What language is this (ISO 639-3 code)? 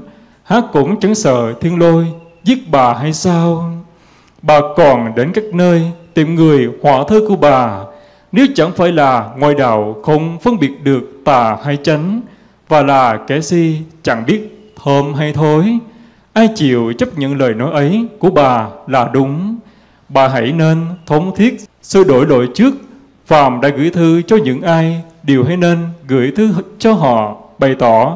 vie